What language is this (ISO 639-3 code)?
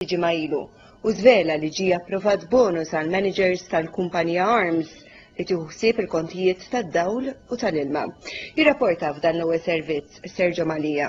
mlt